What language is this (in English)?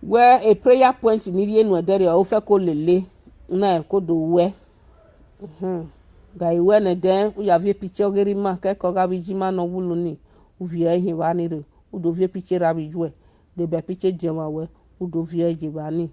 Nigerian Pidgin